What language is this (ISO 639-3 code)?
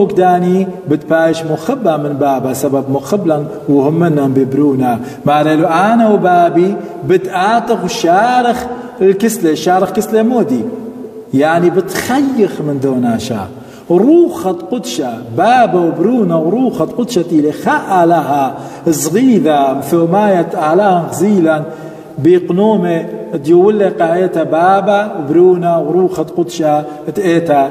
aii